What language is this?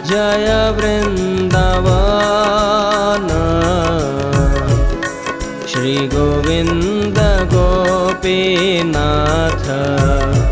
Hindi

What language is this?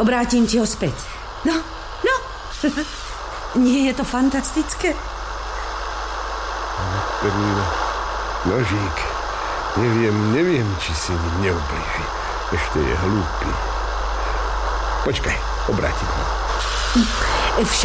Slovak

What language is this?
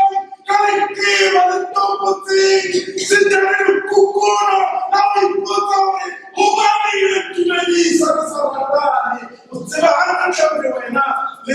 Southern Sotho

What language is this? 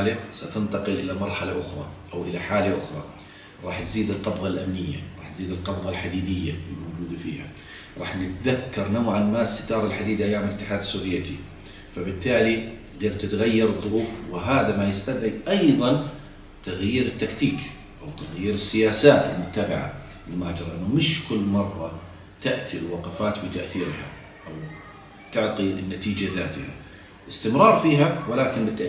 South Levantine Arabic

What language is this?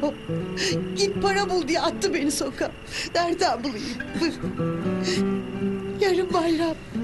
Turkish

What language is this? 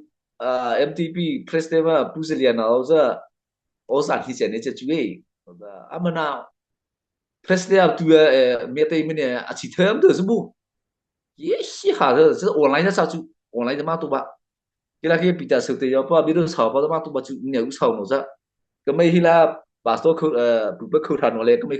Mara Chin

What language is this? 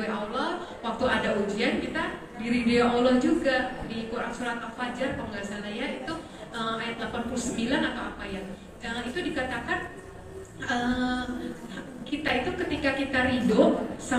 Indonesian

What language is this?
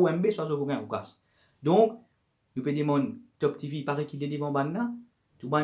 Morisyen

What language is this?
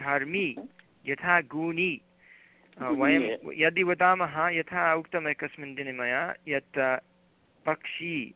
Sanskrit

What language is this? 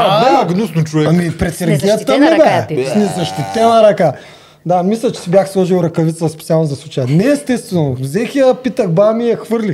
Bulgarian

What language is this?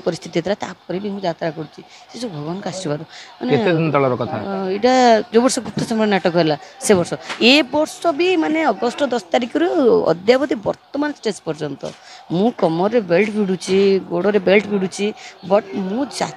Odia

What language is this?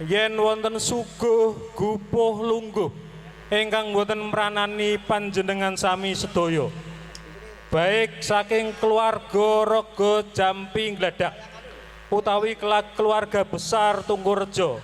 Javanese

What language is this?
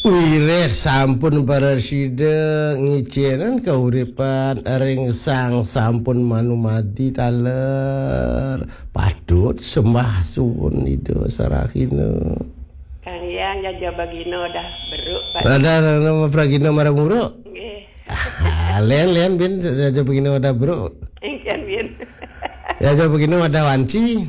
Balinese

